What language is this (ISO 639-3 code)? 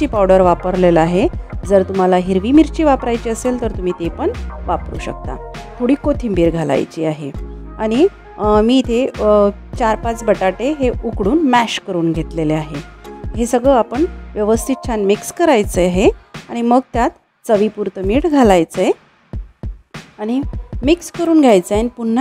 mar